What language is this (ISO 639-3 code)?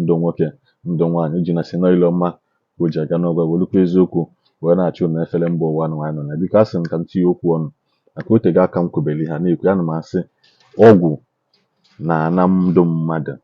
ibo